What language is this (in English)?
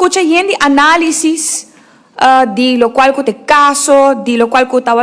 Papiamento